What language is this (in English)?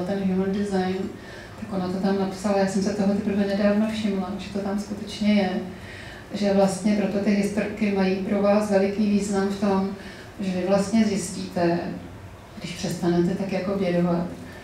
Czech